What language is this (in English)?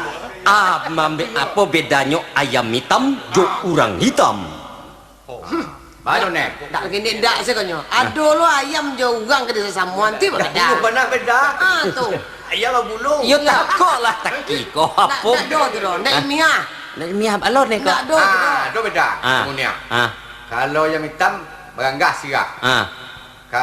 Minangkabau